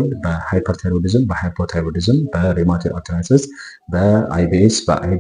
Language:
Amharic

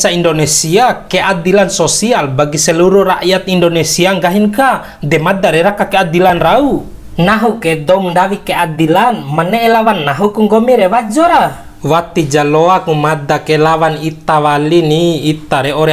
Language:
Bima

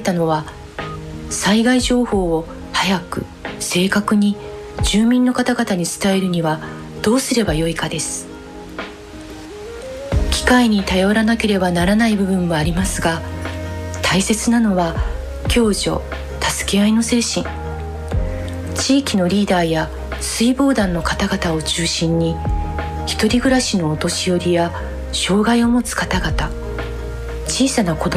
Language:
Japanese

